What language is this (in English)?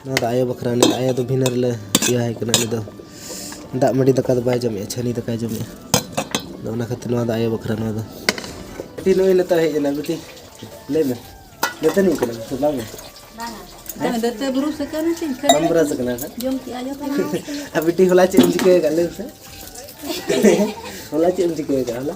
Santali